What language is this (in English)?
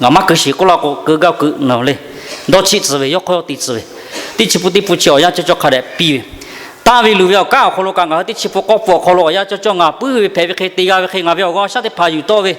Lahu